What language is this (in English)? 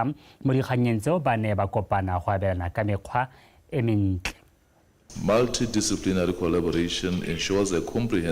Tswana